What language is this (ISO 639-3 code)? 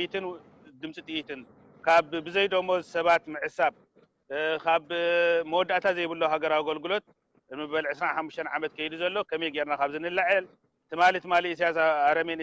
tir